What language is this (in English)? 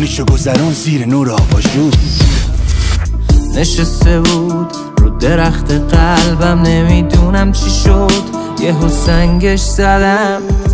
Persian